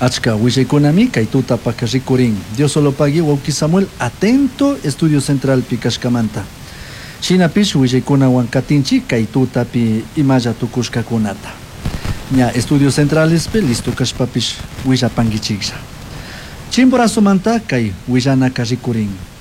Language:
Chimborazo Highland Quichua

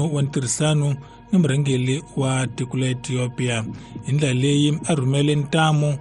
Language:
Tsonga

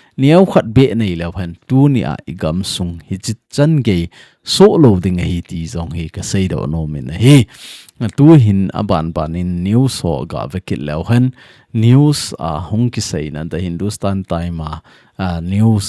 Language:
Thado Chin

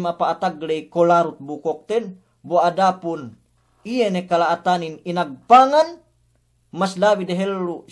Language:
Yakan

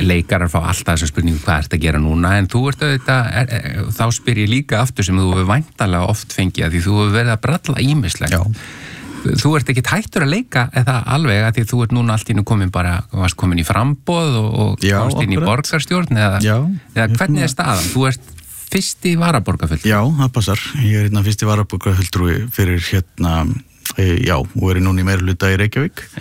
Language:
Icelandic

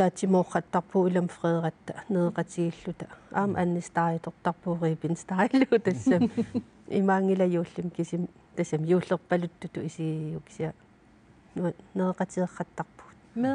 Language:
Kalaallisut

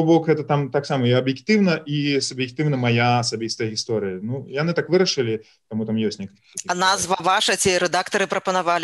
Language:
Belarusian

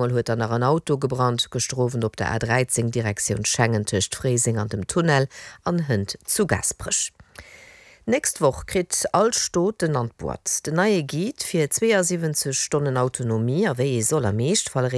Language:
Luxembourgish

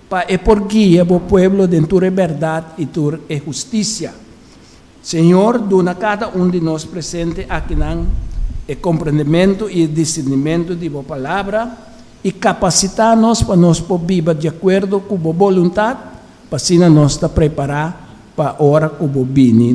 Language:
Papiamento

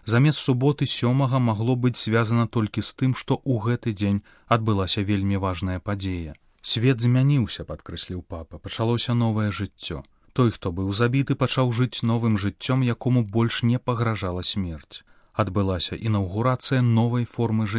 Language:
Belarusian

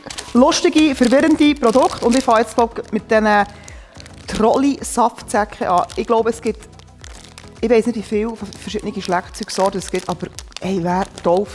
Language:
Swiss German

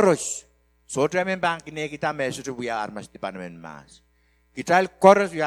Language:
Pohnpeian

